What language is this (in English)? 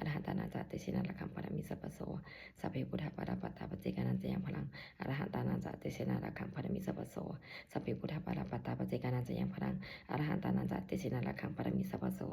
Pali